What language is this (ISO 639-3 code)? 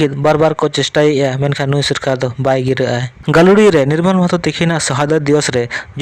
sat